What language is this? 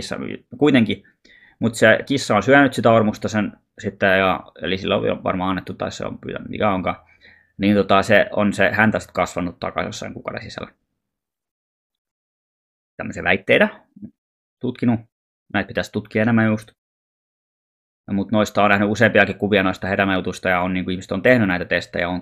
Finnish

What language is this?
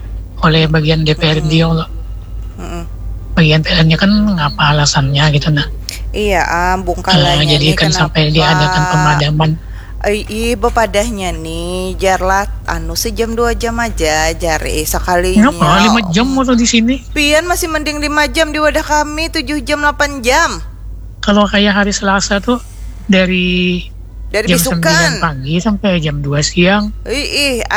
Banjar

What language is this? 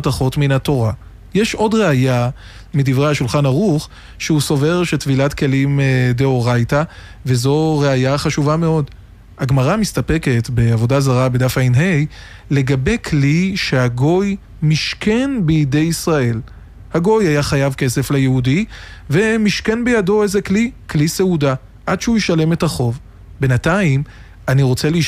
Hebrew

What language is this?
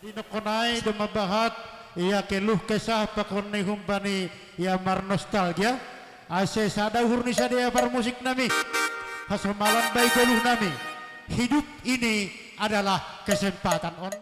Batak Simalungun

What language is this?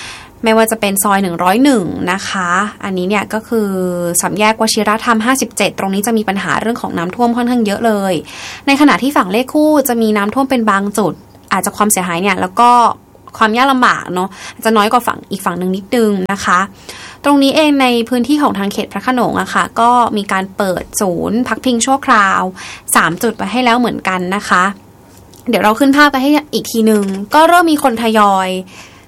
Thai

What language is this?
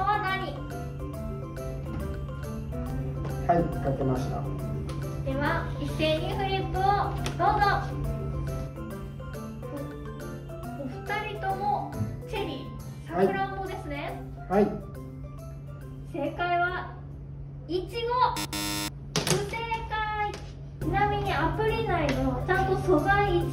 Japanese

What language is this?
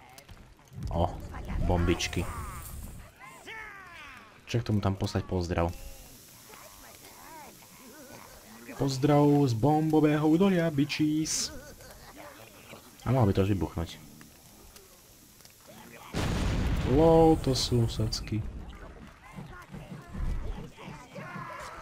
Slovak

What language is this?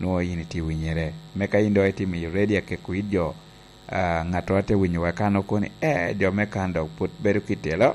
Lango (Uganda)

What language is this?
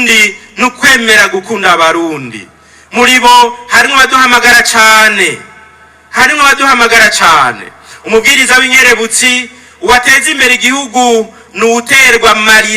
Rundi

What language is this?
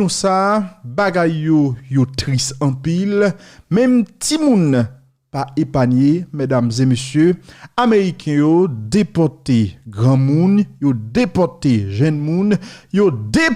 Haitian Creole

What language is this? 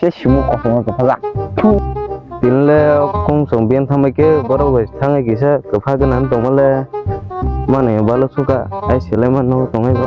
Kok Borok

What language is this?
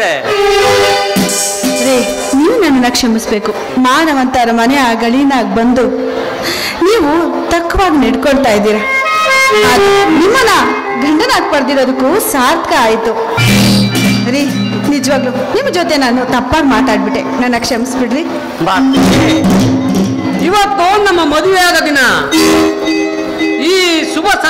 Kannada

